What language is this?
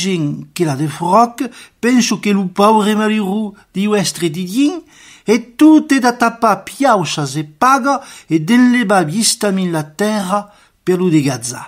Occitan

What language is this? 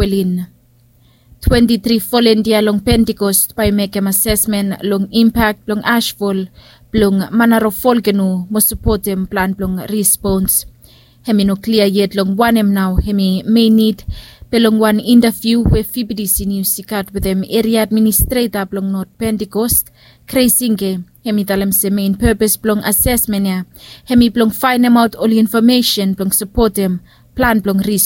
Bislama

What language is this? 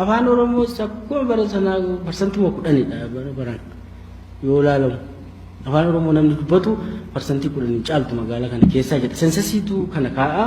Oromo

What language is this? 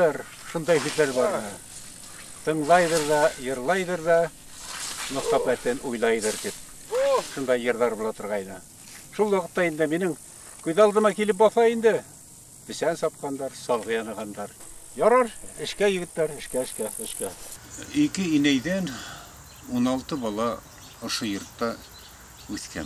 Bashkir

